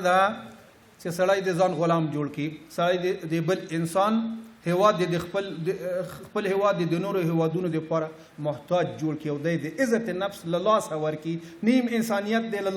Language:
Pashto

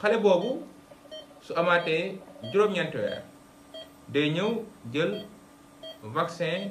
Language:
Wolof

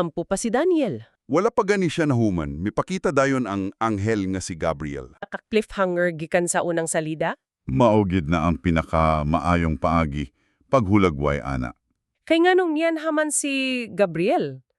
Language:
Cebuano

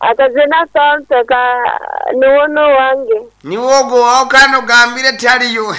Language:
Nyankole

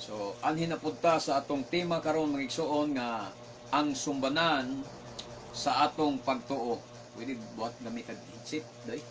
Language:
Cebuano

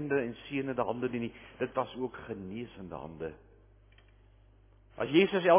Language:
Afrikaans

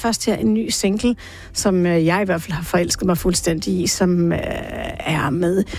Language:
Danish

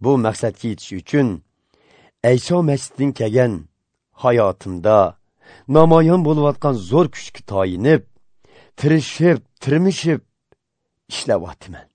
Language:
Uyghur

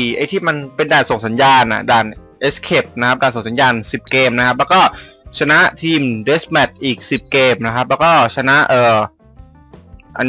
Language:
Thai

